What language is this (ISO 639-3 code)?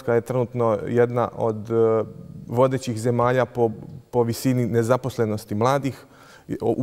bos